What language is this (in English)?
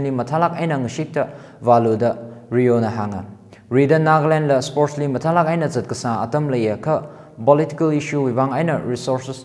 Tangkhul Naga (India)